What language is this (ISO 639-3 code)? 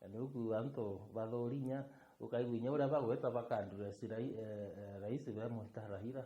mer